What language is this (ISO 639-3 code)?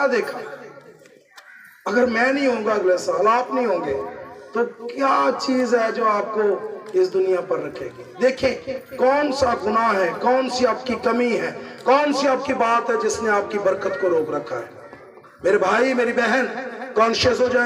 urd